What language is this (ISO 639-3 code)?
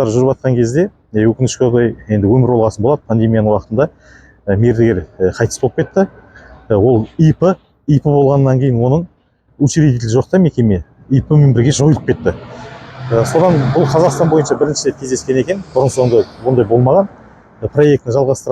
kaz